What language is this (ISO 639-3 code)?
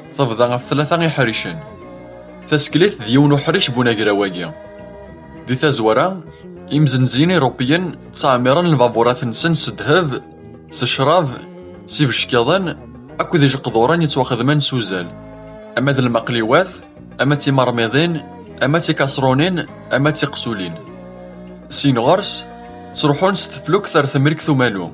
kab